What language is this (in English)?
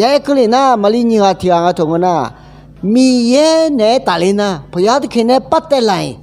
Akha